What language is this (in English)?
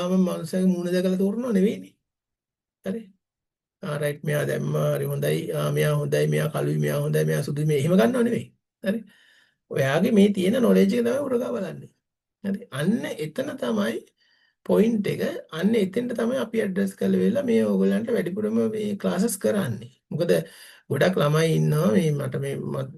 Sinhala